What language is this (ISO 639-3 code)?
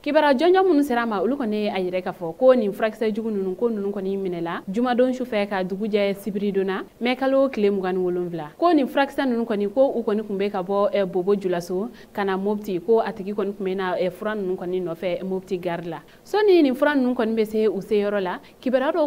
bam